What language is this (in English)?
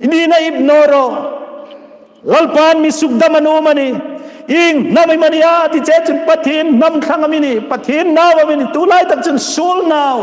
Hmar